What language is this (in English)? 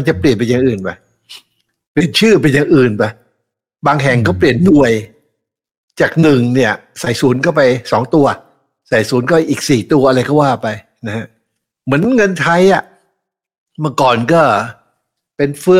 Thai